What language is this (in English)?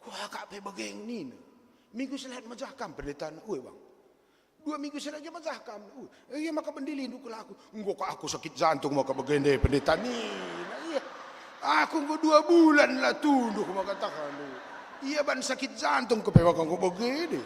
Batak Karo